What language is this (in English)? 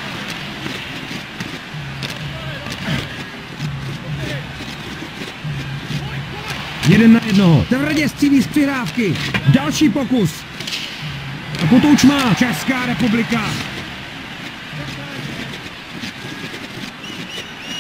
Czech